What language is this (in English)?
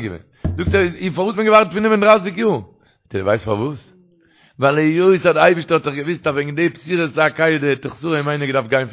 Yiddish